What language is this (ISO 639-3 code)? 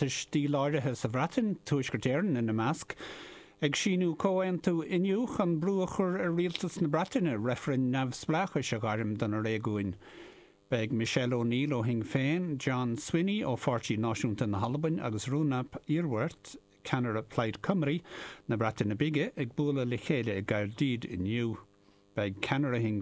gle